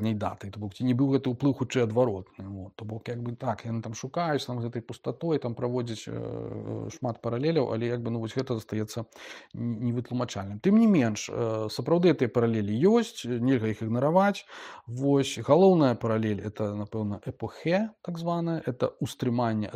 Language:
Belarusian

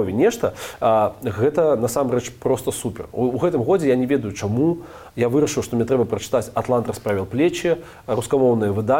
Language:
Belarusian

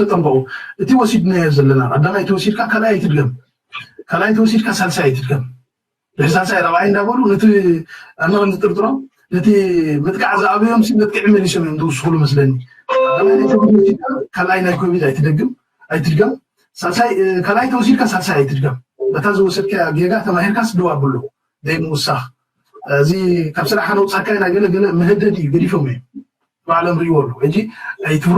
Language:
Tigrinya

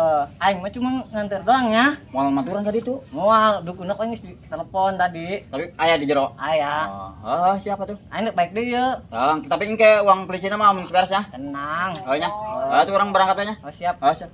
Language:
Sundanese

